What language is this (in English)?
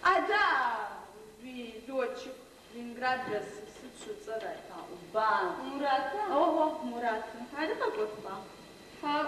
Adyghe